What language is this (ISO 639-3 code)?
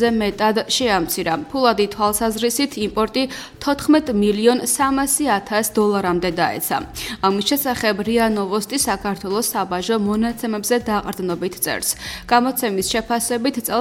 kat